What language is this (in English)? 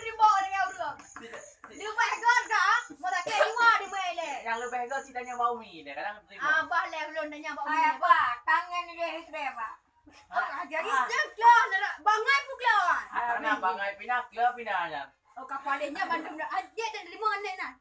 Achinese